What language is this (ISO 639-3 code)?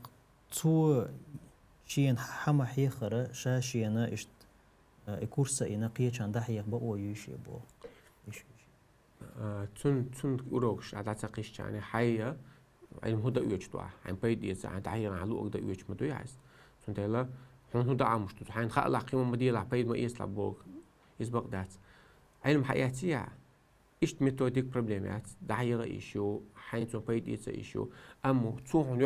che